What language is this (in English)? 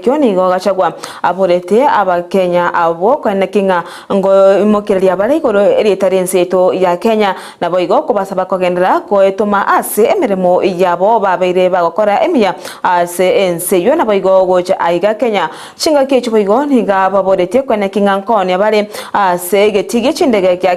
Gusii